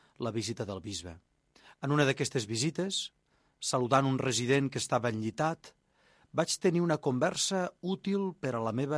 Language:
Catalan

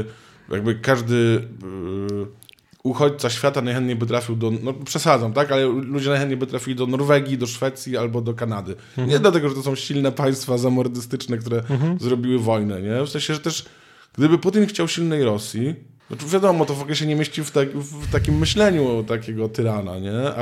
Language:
Polish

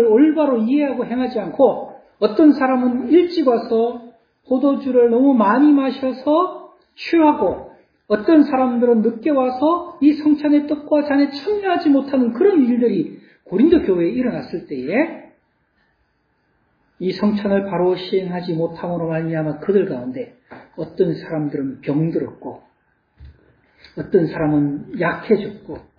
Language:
Korean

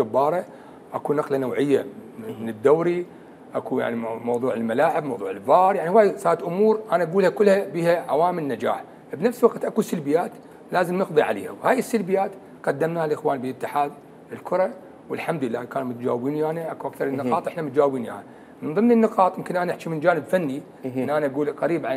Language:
Mesopotamian Arabic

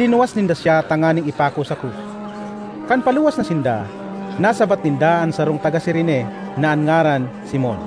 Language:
Bikol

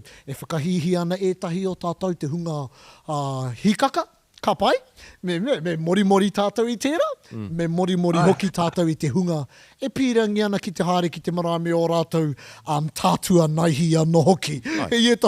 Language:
Māori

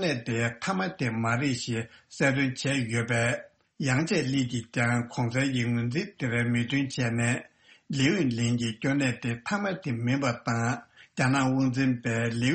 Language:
Tibetan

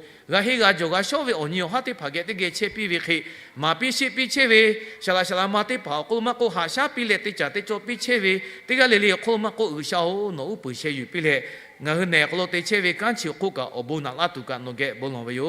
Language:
Lahu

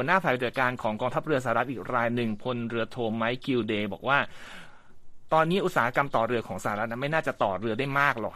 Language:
Thai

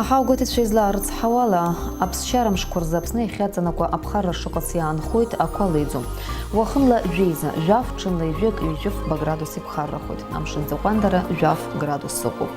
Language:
Abkhazian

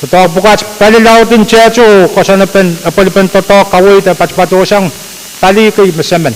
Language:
Pohnpeian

